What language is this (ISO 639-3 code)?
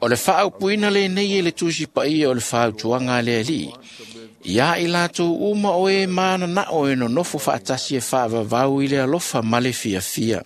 smo